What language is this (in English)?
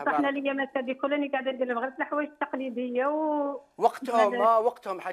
Algerian Arabic